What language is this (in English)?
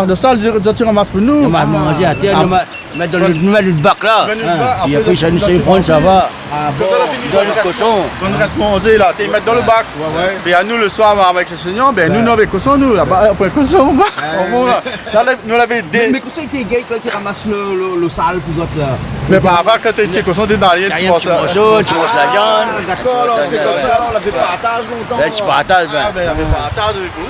Réunion Creole French